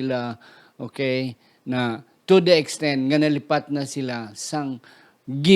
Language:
Hiligaynon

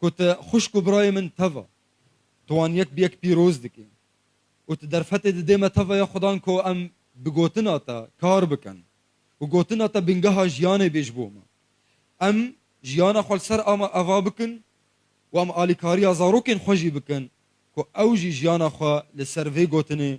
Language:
Kurdish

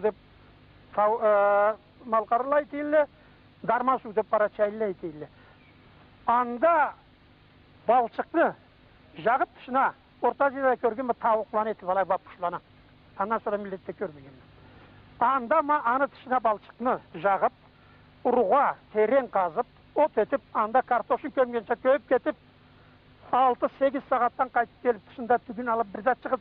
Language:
Karachay-Balkar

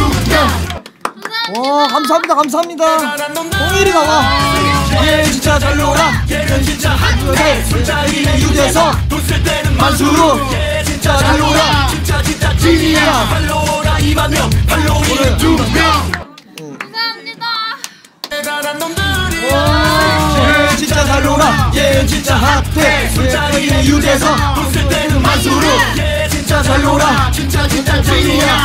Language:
Korean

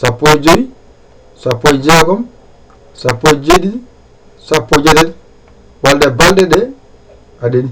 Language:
Fula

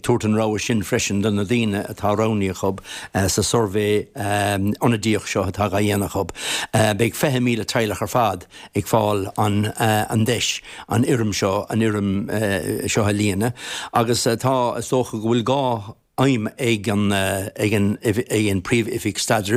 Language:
Irish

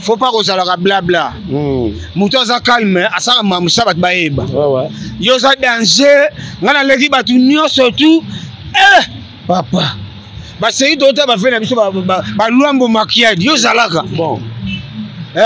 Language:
Lingala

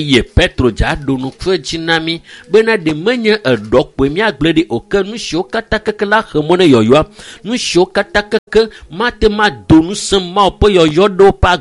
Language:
Ewe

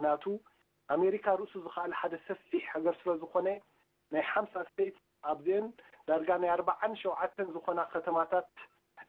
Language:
Tigrinya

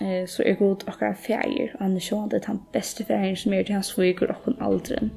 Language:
Faroese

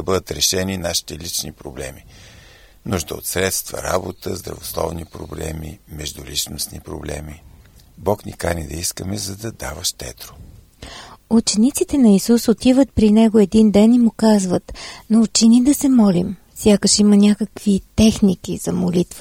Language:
Bulgarian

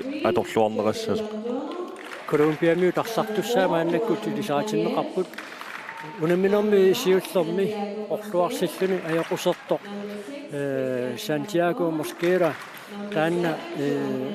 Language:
Kalaallisut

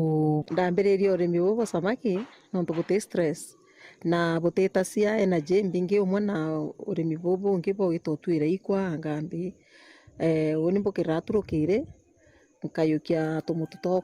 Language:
Meru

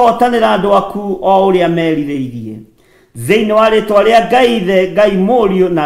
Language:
Kikuyu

